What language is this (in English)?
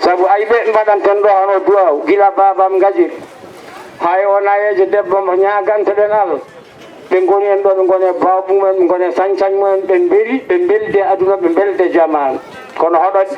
Fula